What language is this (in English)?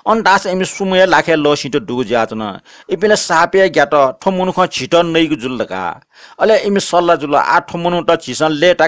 Newari